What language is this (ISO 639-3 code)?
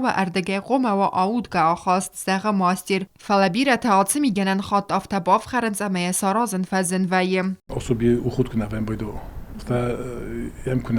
oss